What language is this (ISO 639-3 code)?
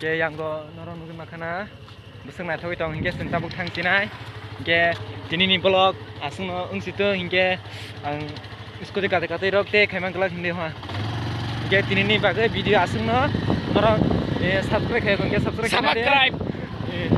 trp